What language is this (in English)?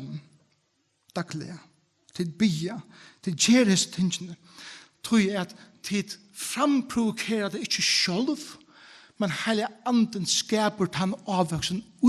Faroese